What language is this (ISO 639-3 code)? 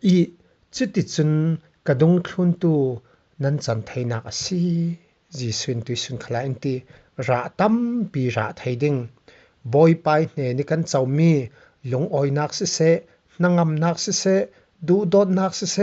cfm